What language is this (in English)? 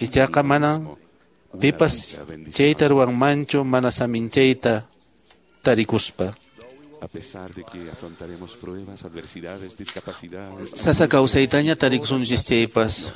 Quechua